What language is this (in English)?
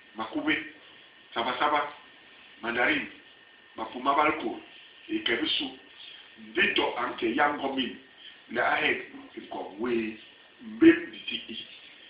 Basaa